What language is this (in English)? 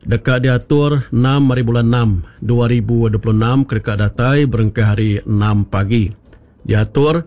Iban